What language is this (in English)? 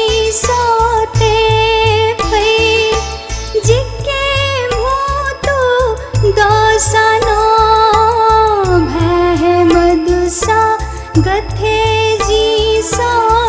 Newari